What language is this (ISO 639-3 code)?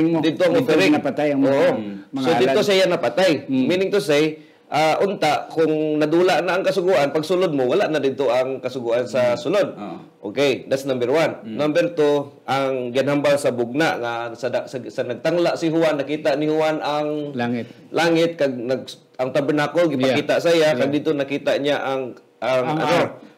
hil